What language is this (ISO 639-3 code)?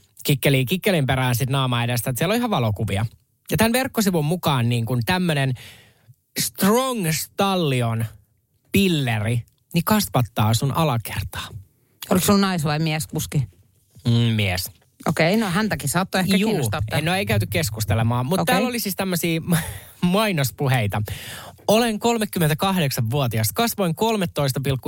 fin